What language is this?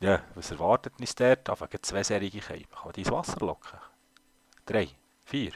Swiss German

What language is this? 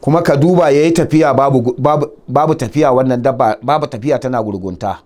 Hausa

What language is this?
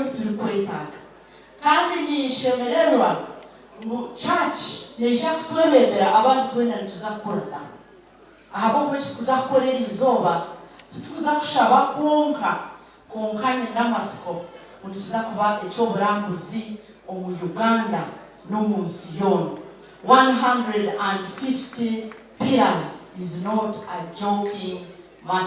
Nyankole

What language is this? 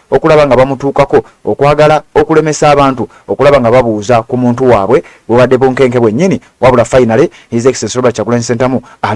Ganda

